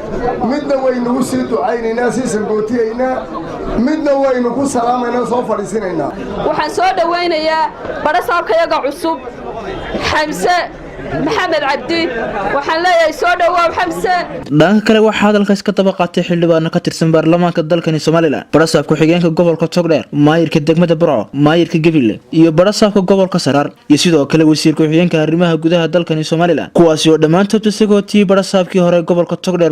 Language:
Somali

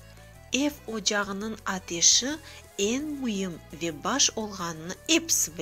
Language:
Crimean Tatar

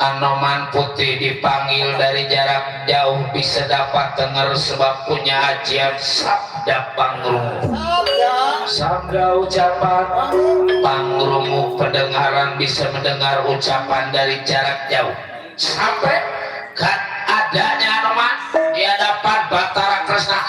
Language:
Betawi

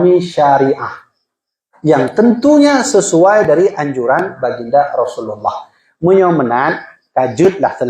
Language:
Achinese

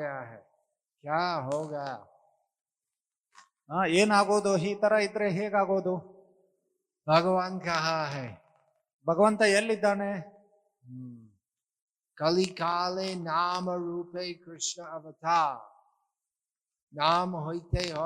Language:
Kannada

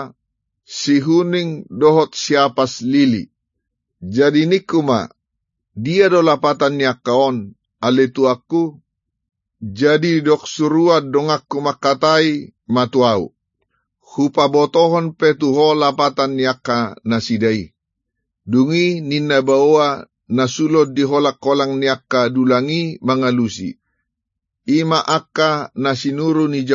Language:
Batak Toba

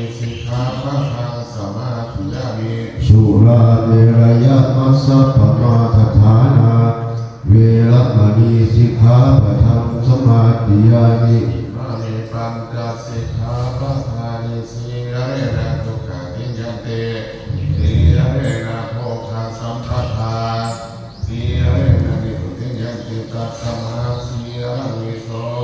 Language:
Pali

